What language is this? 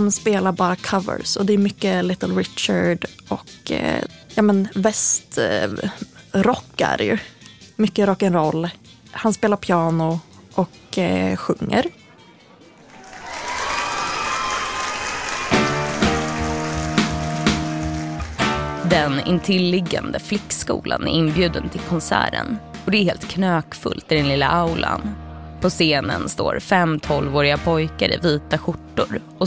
Swedish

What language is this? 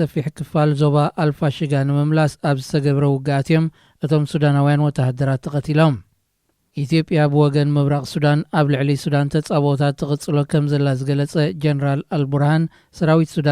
Tigrinya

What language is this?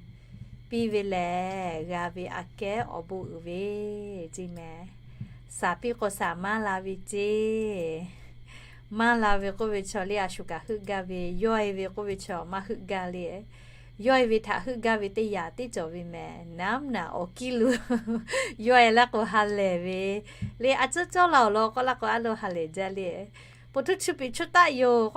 Lahu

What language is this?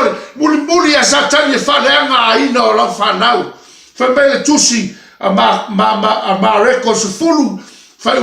Samoan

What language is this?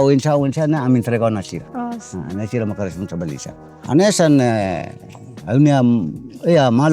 Tetum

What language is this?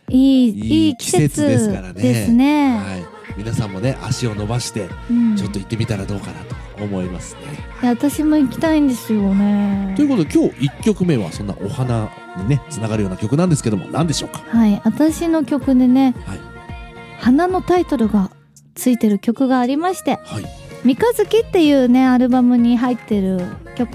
Japanese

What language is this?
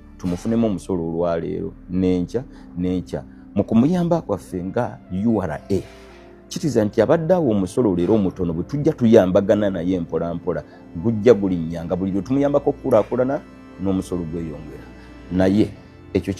Ganda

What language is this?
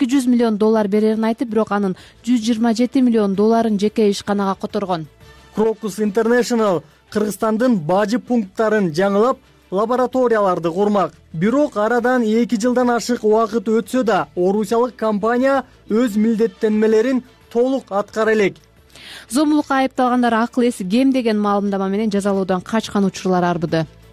Kyrgyz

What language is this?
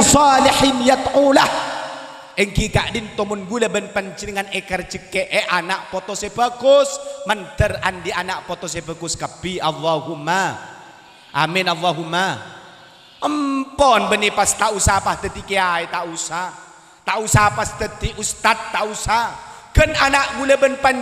Madurese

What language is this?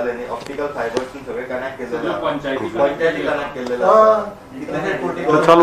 Konkani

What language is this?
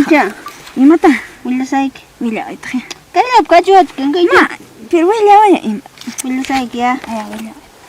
Ayacucho Quechua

